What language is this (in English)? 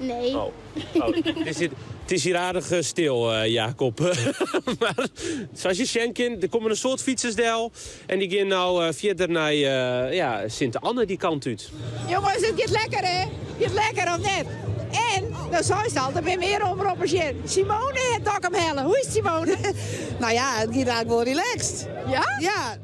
Western Frisian